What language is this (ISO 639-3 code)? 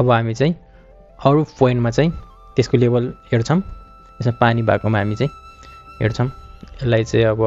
nep